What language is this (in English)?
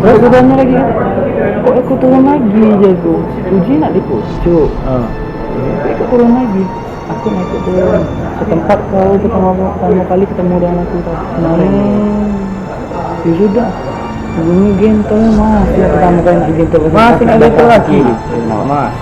Musi